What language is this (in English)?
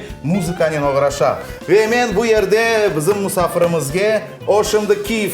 Crimean Tatar